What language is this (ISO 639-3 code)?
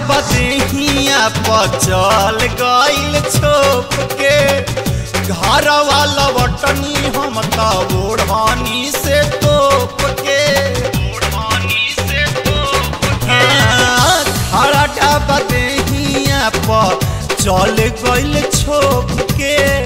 bho